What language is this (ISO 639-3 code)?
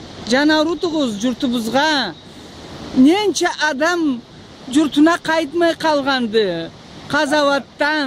krc